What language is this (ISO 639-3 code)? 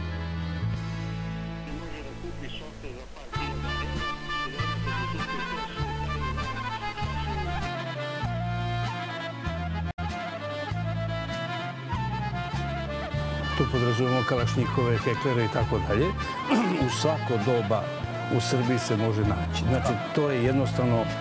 srp